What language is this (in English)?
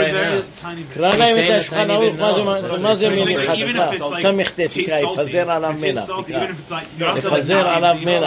Hebrew